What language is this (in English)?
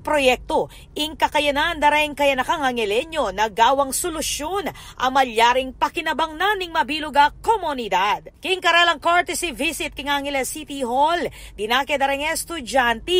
Pampanga